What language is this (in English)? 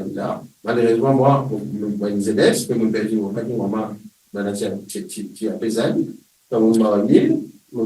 Morisyen